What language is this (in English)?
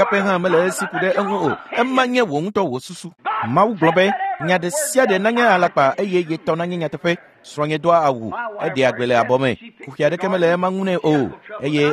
Ewe